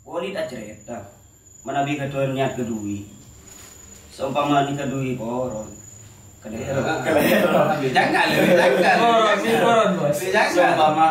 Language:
Madurese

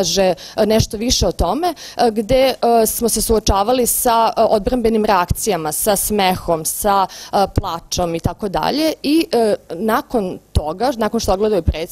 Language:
Serbian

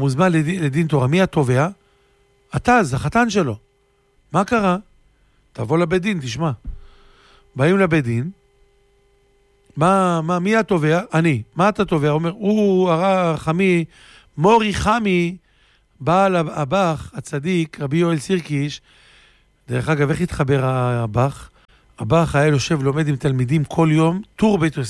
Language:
Hebrew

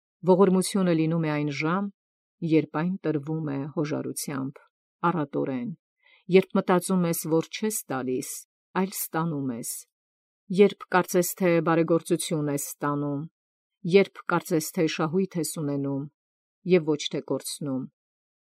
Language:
Armenian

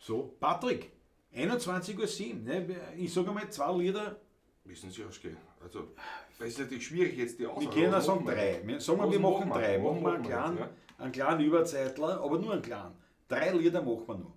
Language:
Bavarian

